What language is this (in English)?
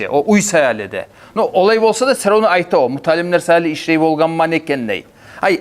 Kumyk